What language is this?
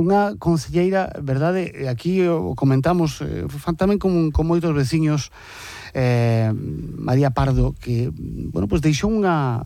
Galician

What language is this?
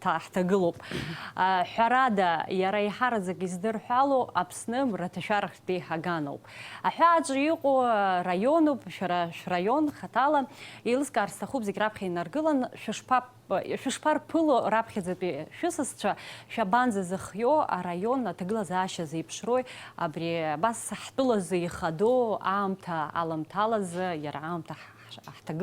Abkhazian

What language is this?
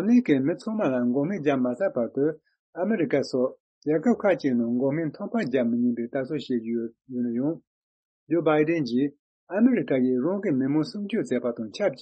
Tibetan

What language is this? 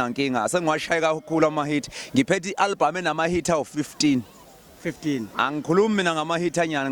Zulu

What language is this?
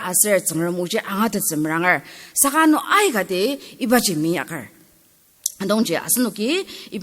Ao Naga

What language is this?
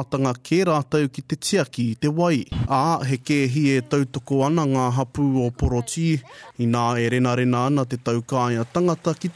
Māori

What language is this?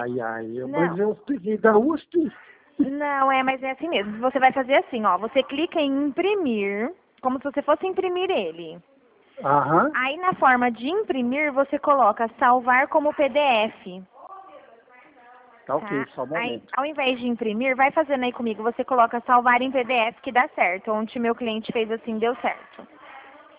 Portuguese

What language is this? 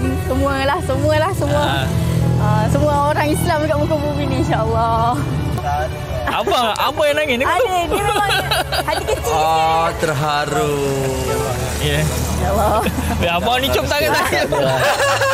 Malay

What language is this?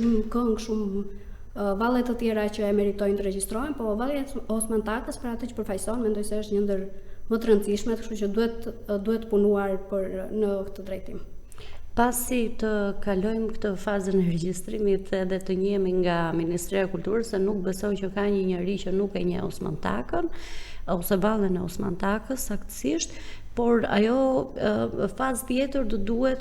Albanian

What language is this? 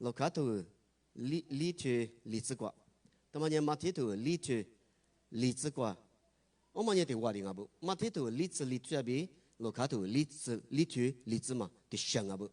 Lisu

